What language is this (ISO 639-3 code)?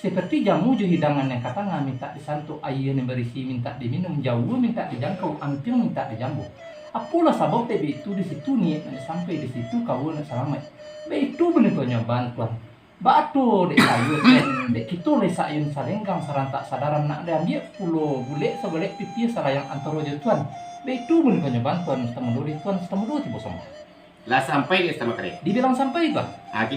min